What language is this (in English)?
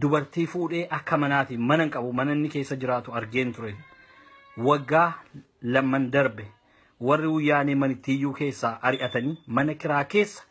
Oromo